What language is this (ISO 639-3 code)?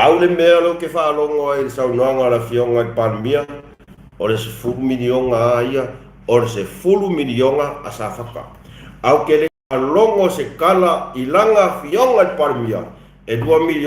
smo